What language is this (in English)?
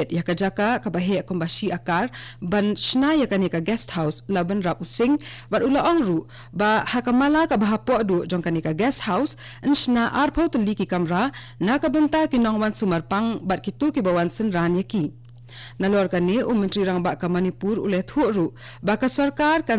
Khasi